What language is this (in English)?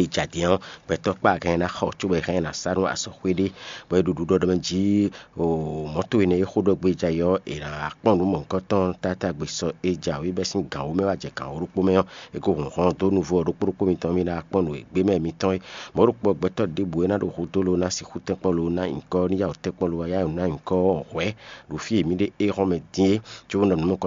Fon